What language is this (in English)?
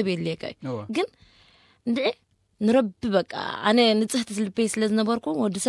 Tigrinya